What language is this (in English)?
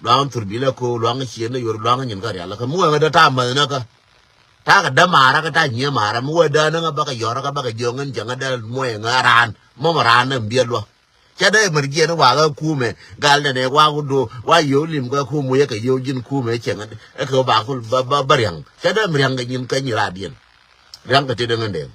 Nuer